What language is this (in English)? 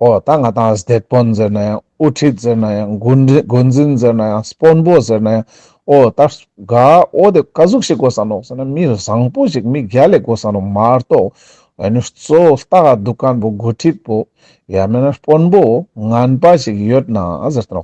Ladakhi